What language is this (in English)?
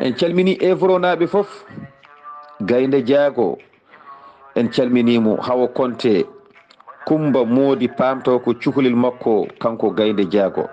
Fula